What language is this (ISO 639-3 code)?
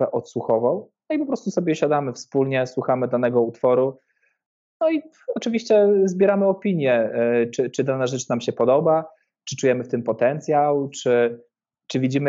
pol